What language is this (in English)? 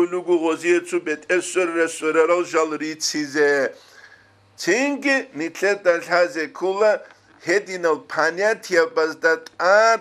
Avaric